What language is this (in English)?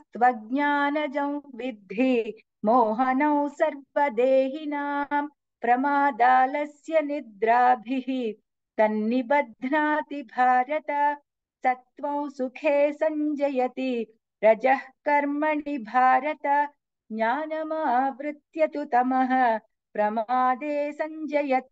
Sanskrit